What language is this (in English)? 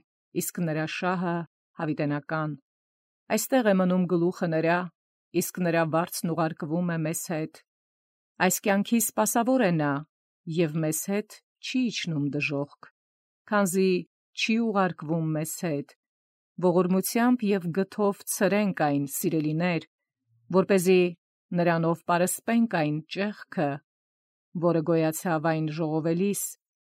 Armenian